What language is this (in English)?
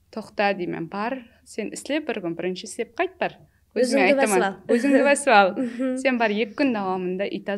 Kara-Kalpak